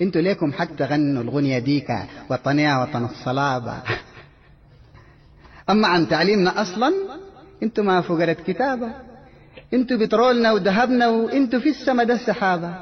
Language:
Sudanese Arabic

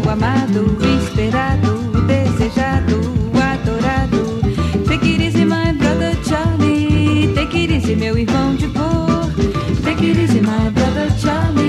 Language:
French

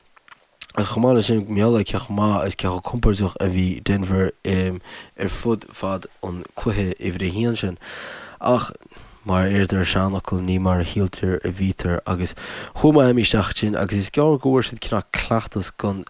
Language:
Irish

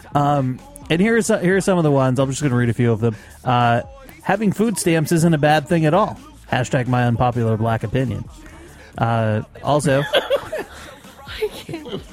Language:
English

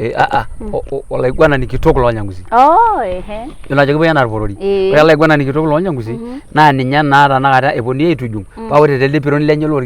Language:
Masai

